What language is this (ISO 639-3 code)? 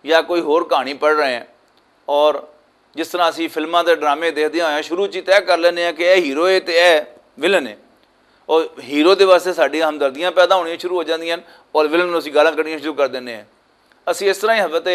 lah